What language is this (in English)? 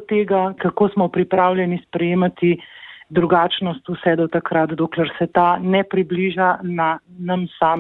Slovenian